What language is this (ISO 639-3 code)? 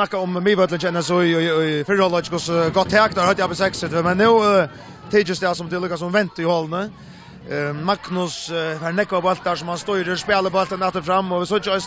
fao